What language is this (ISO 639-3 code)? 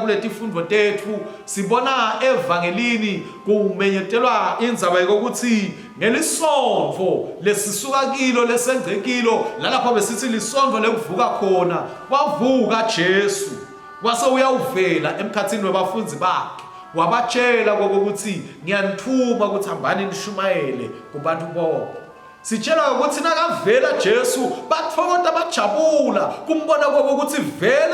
ssw